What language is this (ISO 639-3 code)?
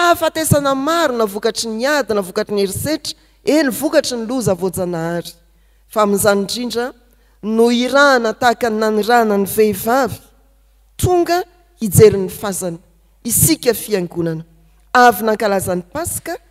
mlg